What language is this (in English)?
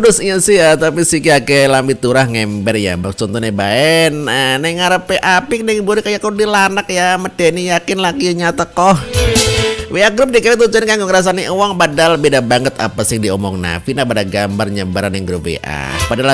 Indonesian